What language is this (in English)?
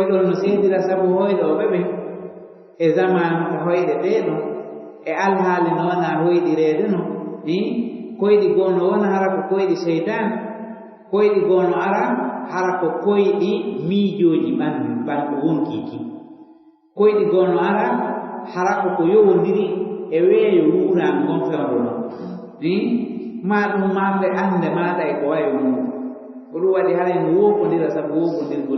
Fula